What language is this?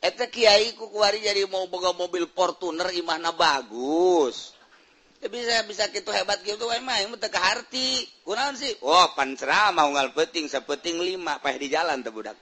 Sundanese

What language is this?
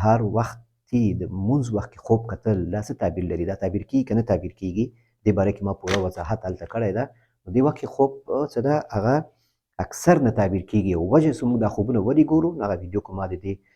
Pashto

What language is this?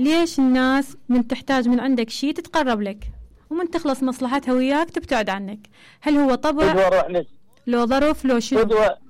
Mesopotamian Arabic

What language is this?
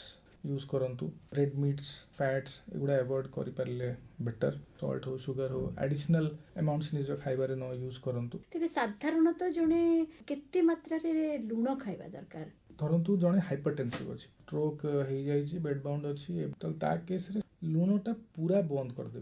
Odia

